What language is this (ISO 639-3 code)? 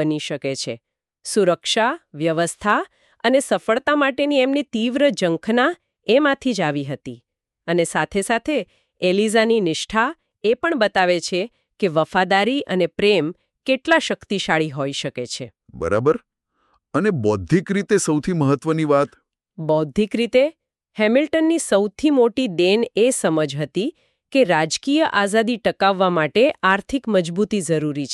guj